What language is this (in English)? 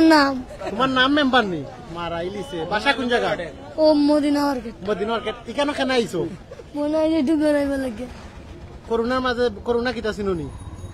Sylheti